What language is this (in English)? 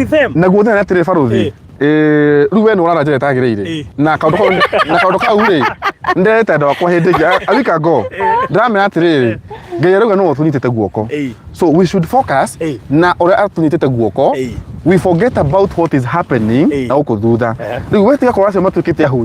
Kikuyu